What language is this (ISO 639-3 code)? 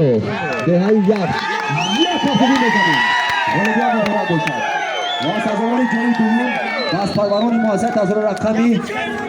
tgk